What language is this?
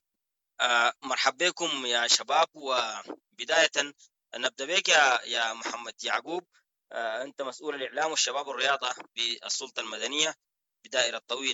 Sudanese Arabic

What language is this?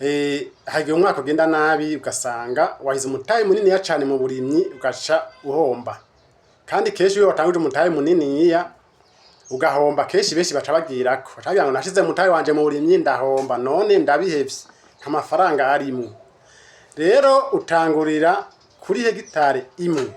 Rundi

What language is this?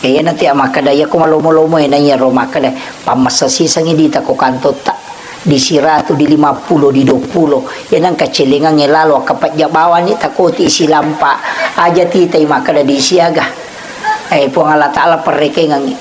Buginese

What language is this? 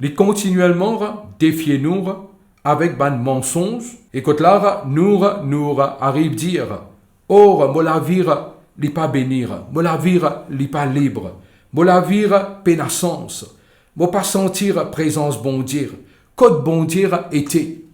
Morisyen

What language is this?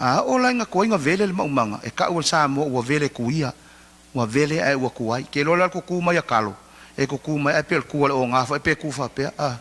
Samoan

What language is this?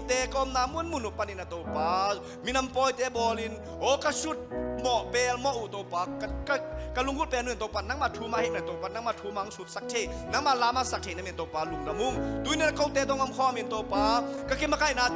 Tedim Chin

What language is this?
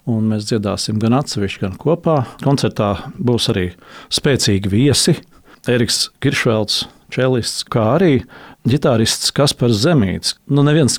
Latvian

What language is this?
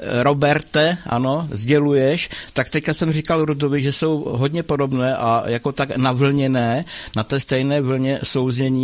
Czech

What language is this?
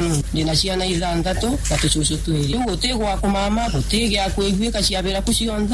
Meru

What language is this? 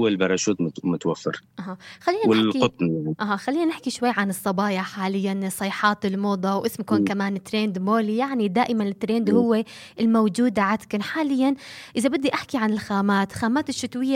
North Levantine Arabic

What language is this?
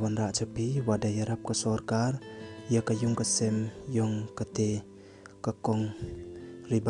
Khasi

